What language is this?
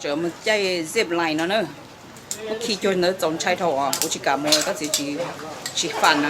Hmong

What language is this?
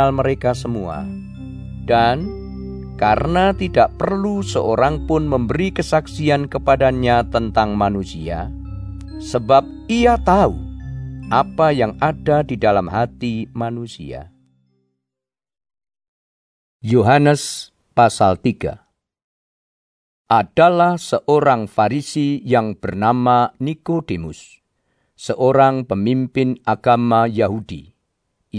Indonesian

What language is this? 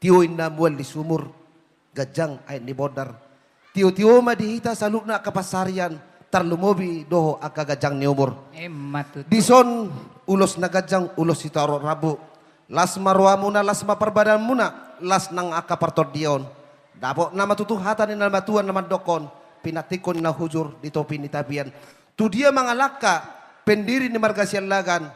Batak Toba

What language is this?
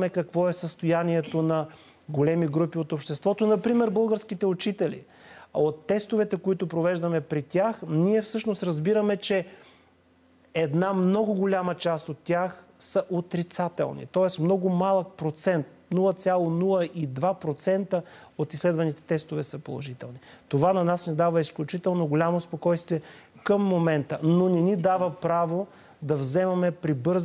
Bulgarian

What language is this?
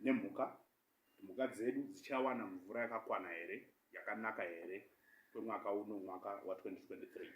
Shona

